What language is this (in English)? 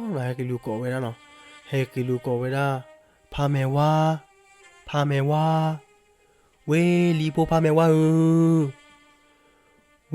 S'gaw Karen